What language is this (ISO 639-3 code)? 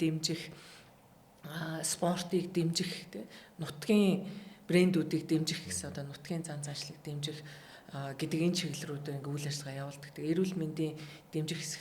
mon